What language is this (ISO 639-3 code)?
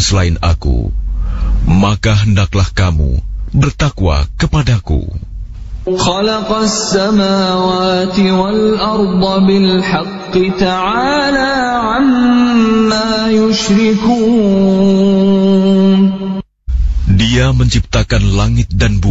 ind